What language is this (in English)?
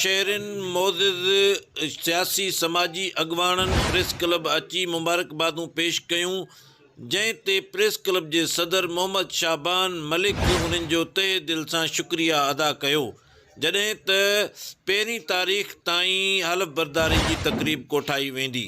Sindhi